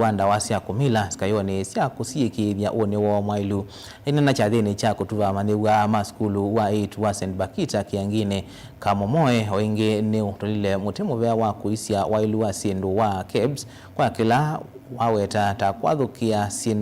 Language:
Kamba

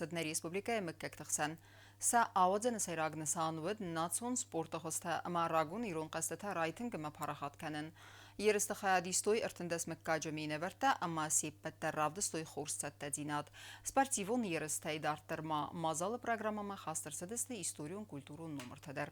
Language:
Ossetic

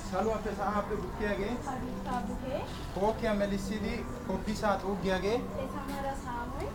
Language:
Wolaytta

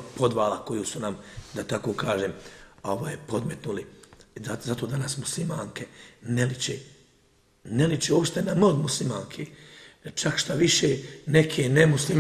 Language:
Bosnian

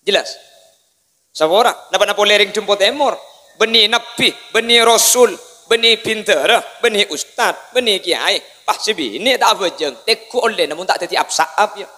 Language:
Madurese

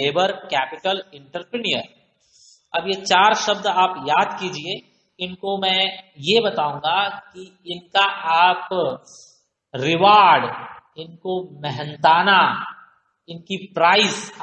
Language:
Hindi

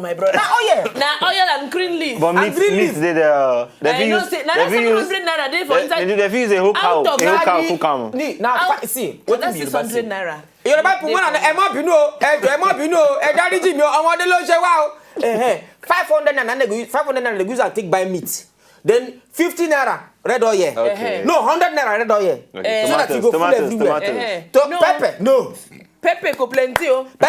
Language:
Nigerian Pidgin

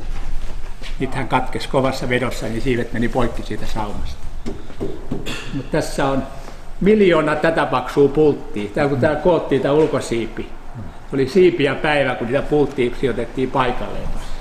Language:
Finnish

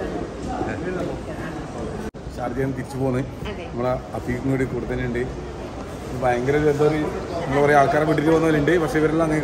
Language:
Malayalam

